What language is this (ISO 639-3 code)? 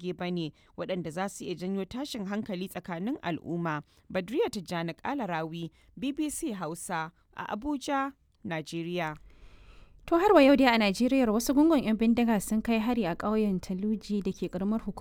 hau